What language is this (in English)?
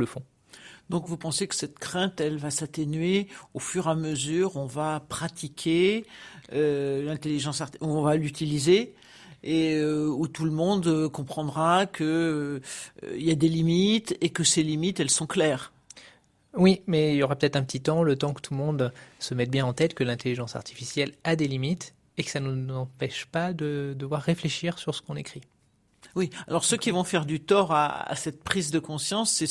French